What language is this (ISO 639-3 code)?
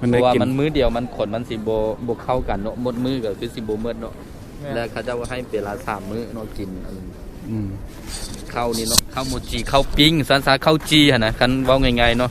lao